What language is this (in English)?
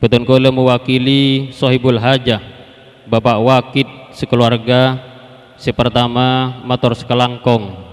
Madurese